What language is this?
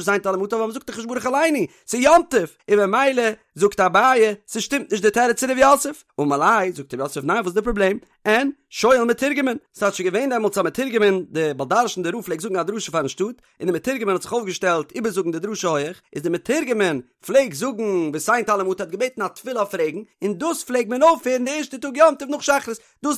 Yiddish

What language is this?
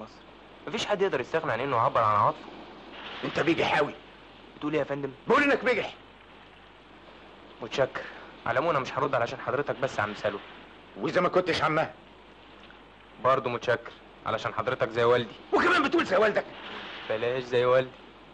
Egyptian Arabic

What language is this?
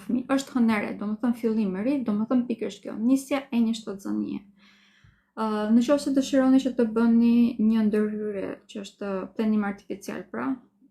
Albanian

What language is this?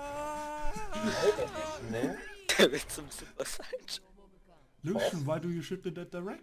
Bavarian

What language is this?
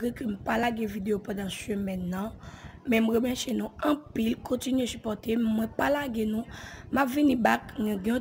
Haitian Creole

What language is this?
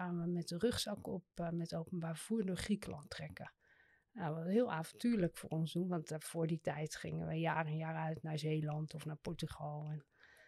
Dutch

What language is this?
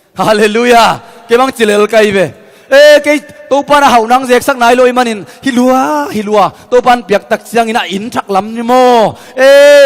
Tedim Chin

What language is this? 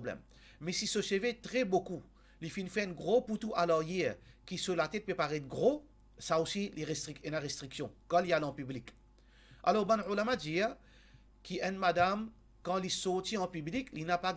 Morisyen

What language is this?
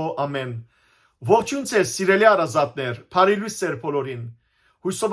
Western Armenian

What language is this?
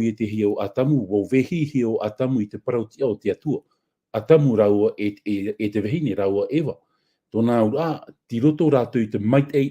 Tahitian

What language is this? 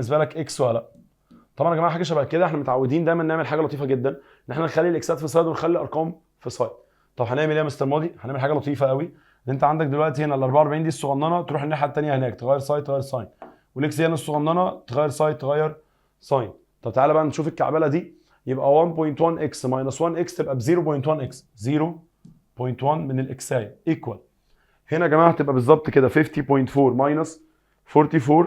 Egyptian Arabic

